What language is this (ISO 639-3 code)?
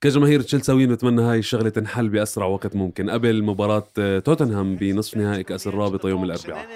apc